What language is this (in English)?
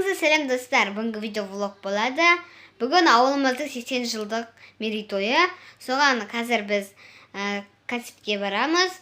Kazakh